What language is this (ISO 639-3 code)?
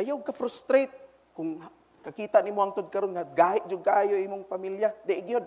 ceb